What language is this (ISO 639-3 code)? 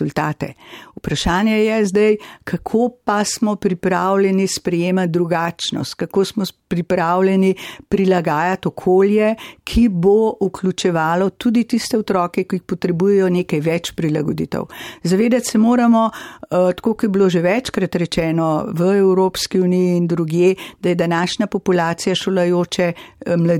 slv